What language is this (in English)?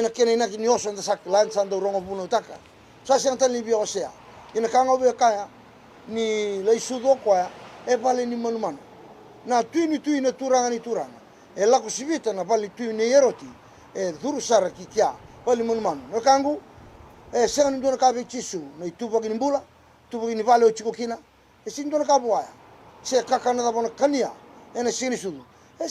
Fijian